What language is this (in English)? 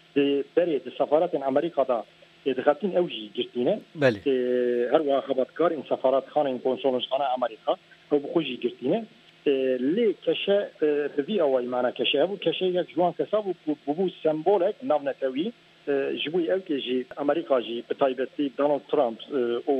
Kurdish